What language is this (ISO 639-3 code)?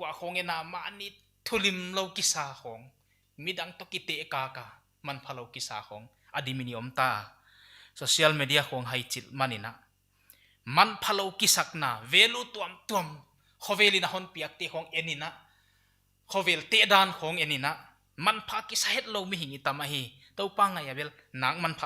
pck